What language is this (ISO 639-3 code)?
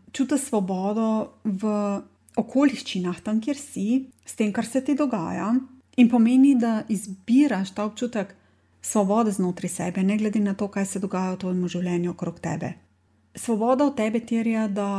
slv